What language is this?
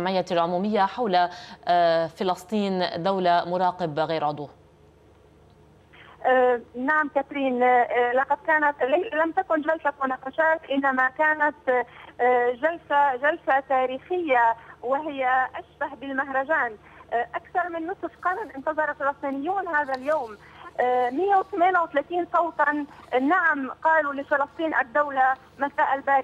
Arabic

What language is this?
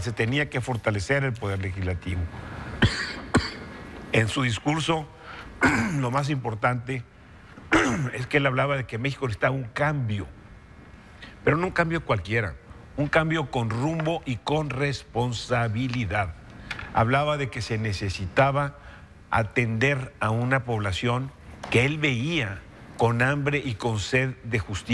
Spanish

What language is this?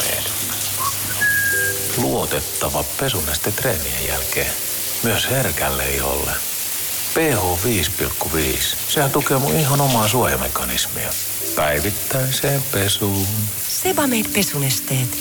Finnish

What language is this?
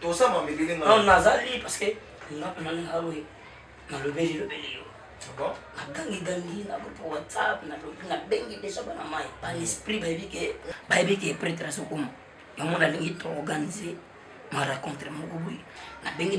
Lingala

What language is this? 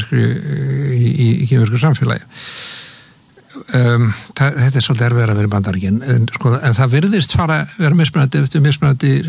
Icelandic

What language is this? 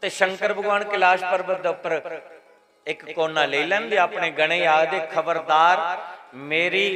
Dogri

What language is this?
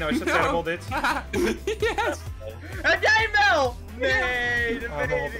Dutch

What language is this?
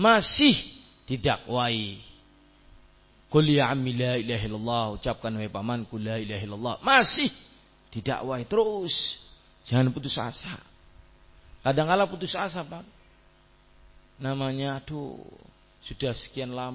Indonesian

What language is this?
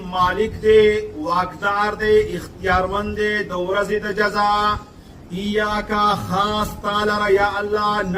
Pashto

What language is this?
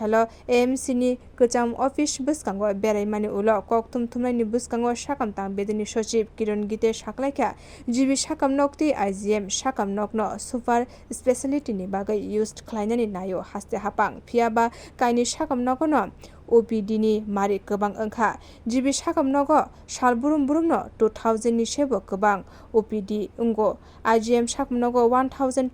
Kok Borok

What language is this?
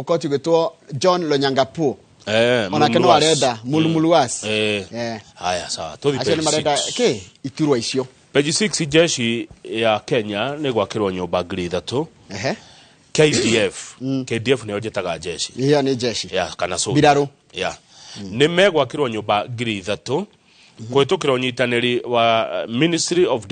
Kikuyu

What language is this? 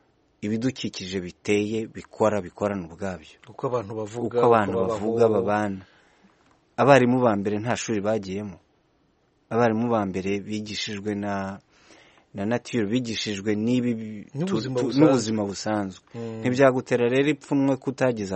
Kinyarwanda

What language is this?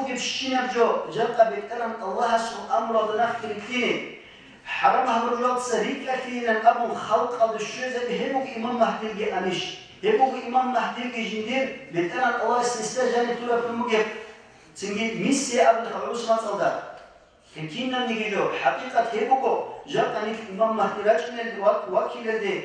Avaric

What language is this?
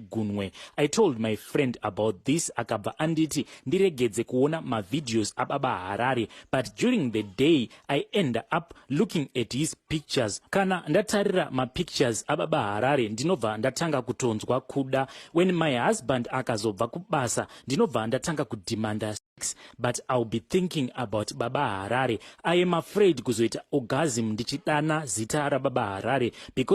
Shona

